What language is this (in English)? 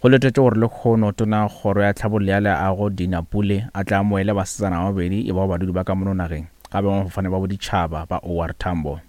Northern Sotho